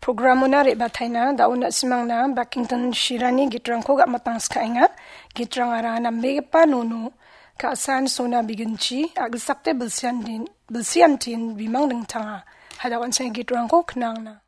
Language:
Garo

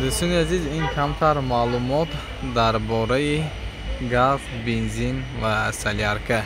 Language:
Tajik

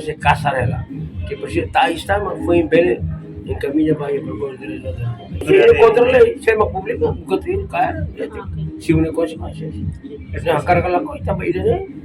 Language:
Tetum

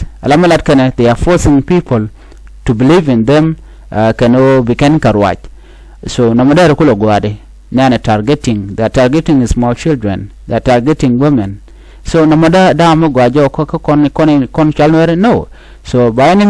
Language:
Nuer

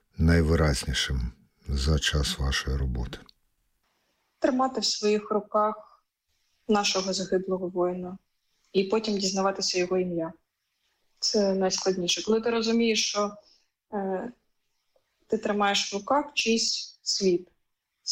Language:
Ukrainian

